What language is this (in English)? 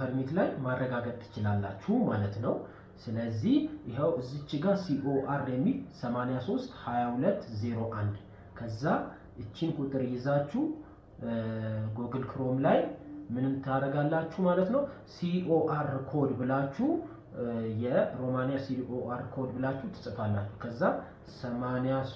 Amharic